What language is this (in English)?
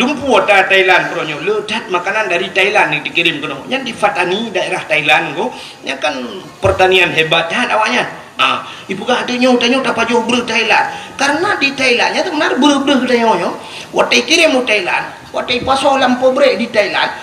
Achinese